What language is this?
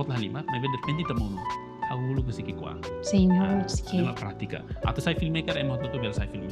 Tetum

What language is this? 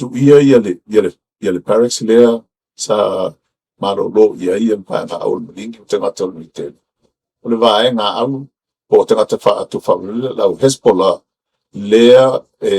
Samoan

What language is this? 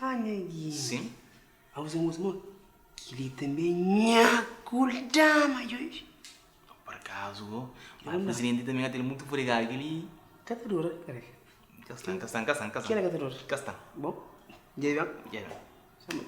Kabuverdianu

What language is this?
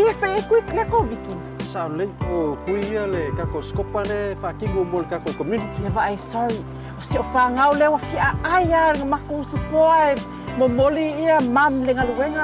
Samoan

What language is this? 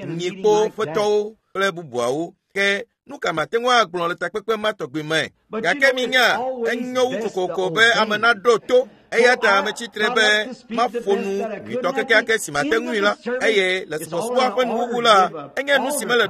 Ewe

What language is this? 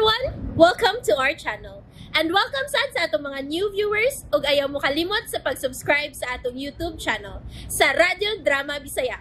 Cebuano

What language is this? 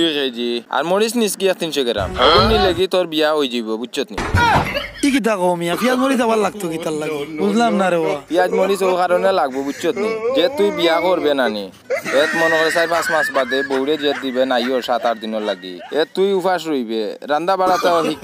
Sylheti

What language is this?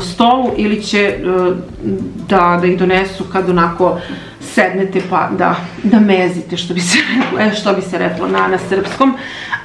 Serbian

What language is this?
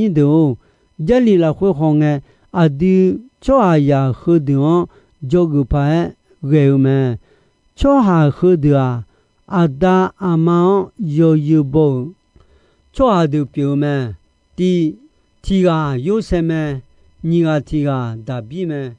Akha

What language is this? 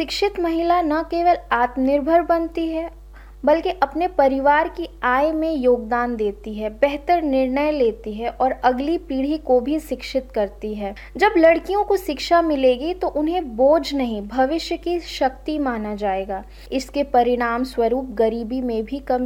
Hindi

